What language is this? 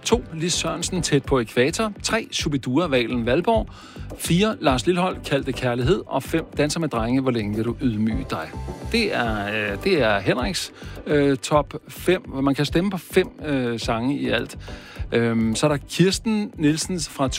Danish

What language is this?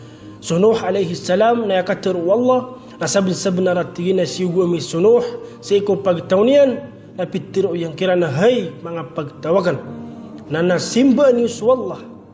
Maranao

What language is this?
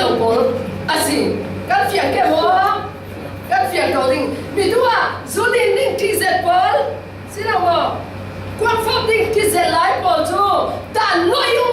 Falam Chin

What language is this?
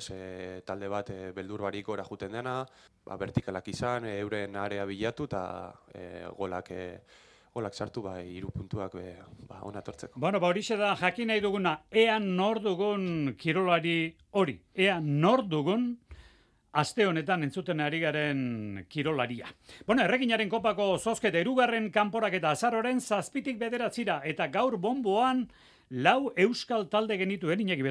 Basque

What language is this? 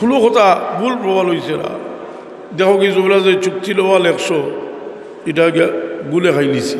Sylheti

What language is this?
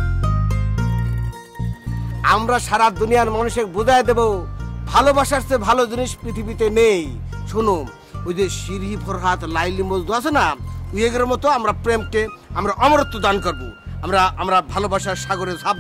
Bangla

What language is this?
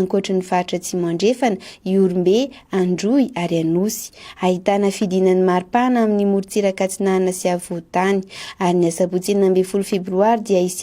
Malagasy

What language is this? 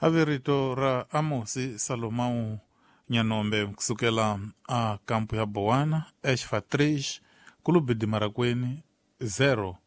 Tsonga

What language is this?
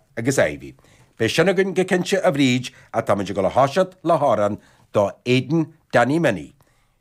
Irish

